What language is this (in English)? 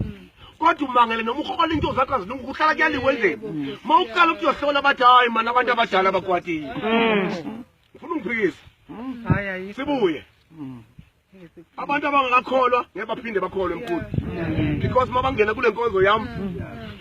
Zulu